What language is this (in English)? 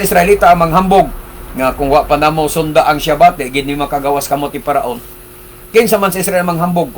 Cebuano